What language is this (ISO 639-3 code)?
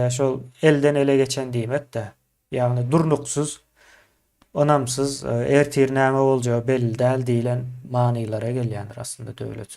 tuk